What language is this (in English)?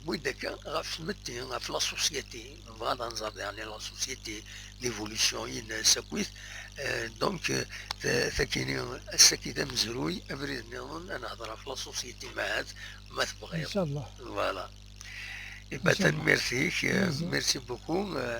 Kabyle